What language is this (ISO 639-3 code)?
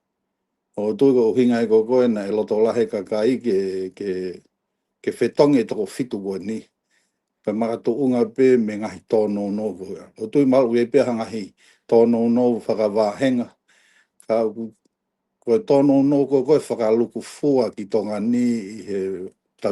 ton